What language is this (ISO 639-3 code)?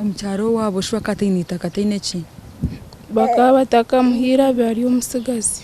nyn